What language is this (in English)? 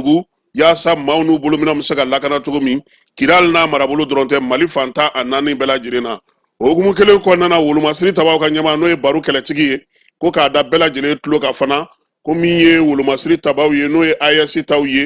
Bambara